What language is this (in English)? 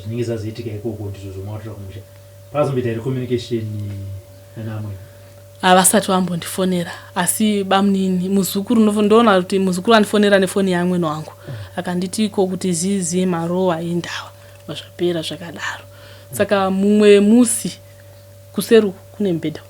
Shona